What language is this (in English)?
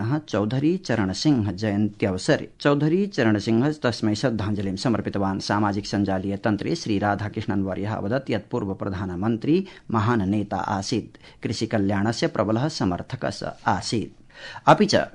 Sanskrit